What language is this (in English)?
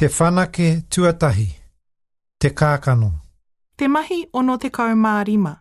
Māori